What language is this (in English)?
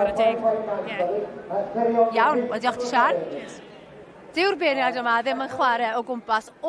Welsh